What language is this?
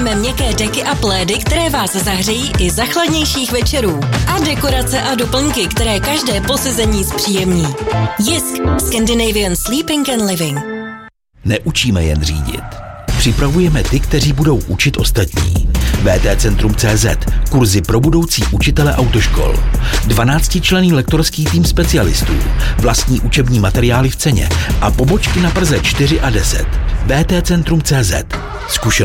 Czech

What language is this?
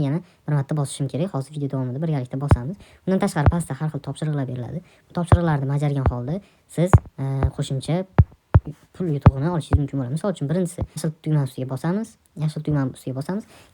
Uzbek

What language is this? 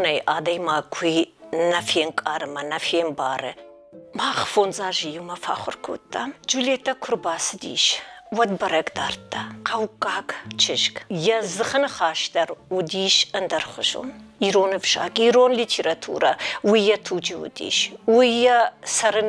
Ossetic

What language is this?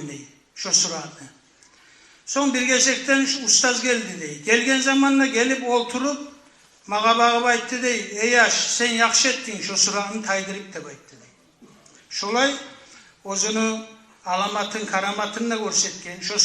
Kumyk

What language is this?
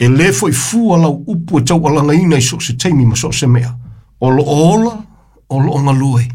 Samoan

